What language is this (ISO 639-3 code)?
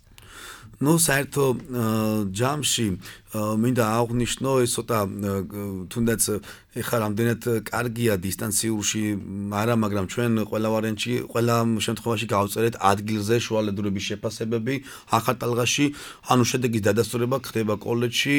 kat